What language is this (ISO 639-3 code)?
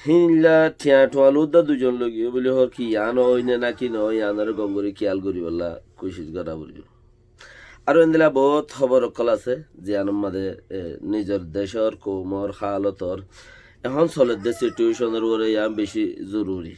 rhg